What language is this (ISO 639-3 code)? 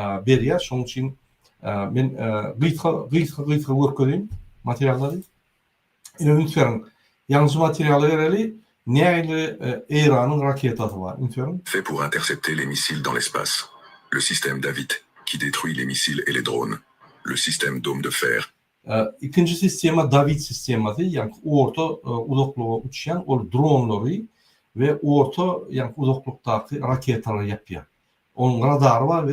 tuk